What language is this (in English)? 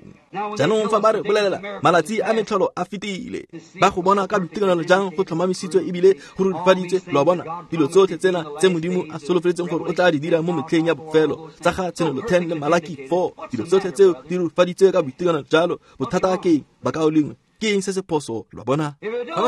Tswana